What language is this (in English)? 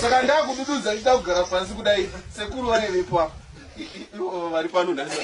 Shona